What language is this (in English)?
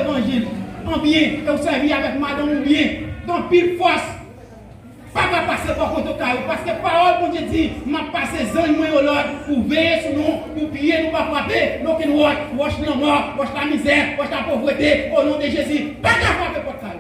Haitian Creole